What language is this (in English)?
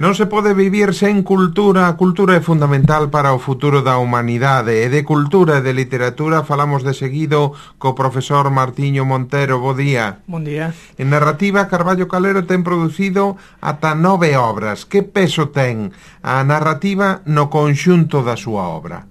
Galician